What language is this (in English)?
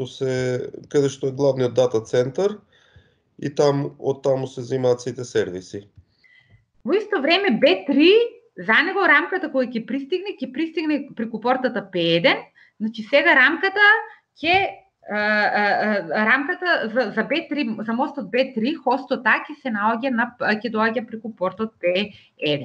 Macedonian